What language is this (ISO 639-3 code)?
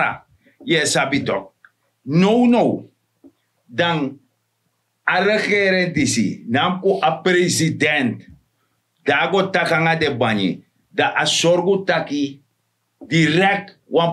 srn